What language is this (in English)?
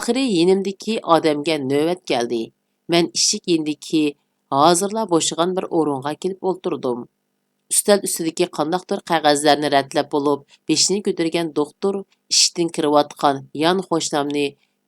Uyghur